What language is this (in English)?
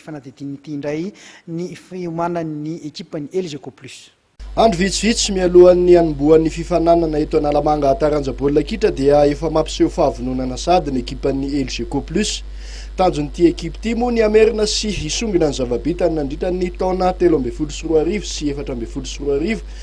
Malagasy